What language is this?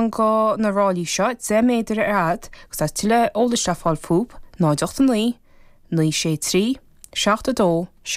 Irish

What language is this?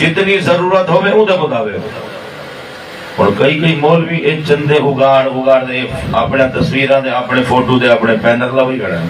Saraiki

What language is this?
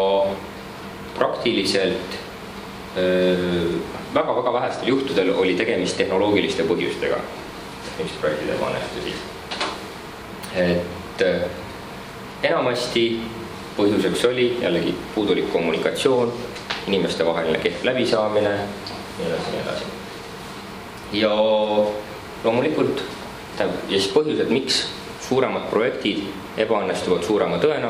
Estonian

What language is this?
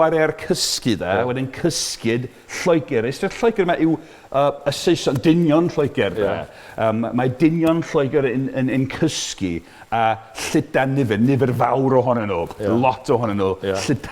Welsh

